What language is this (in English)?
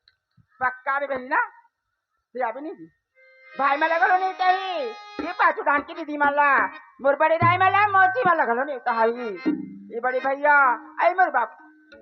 Chhattisgarhi